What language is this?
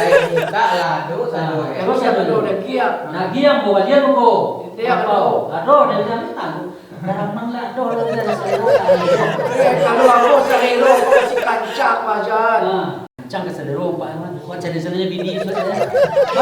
Minangkabau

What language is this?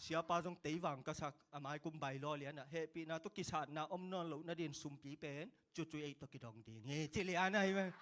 Tedim Chin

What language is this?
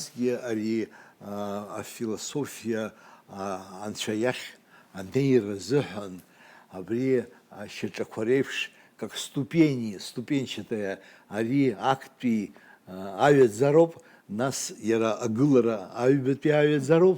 Abkhazian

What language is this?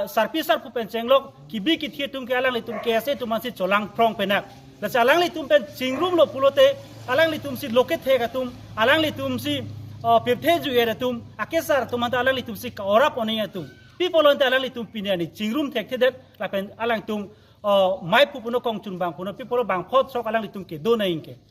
Karbi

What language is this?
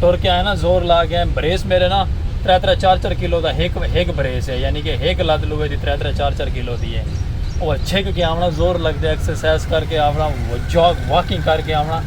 Saraiki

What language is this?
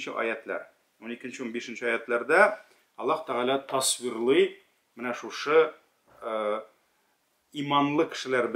Tatar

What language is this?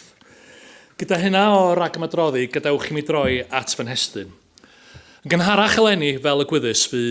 Welsh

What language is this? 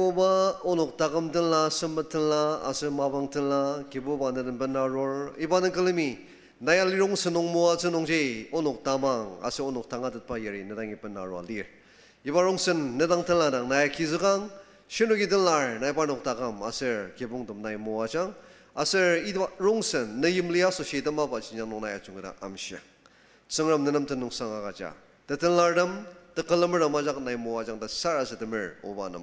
Ao Naga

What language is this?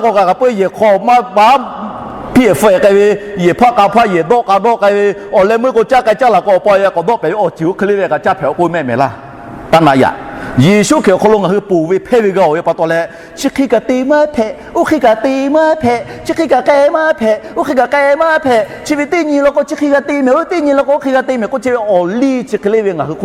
Lahu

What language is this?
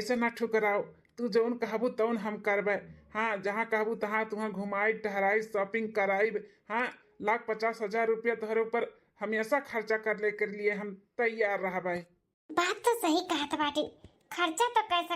Awadhi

